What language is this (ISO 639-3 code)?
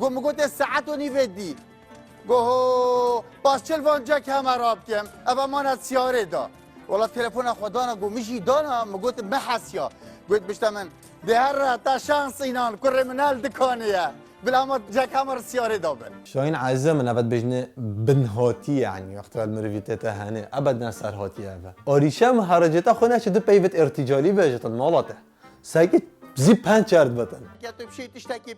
kur